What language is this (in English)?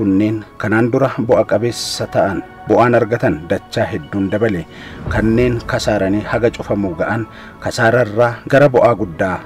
Oromo